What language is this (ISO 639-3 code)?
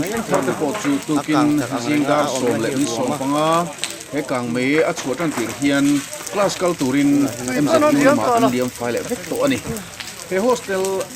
lus